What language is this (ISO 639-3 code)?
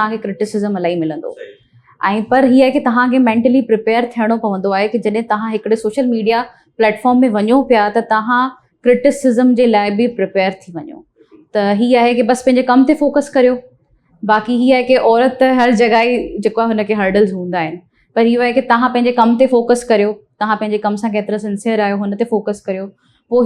snd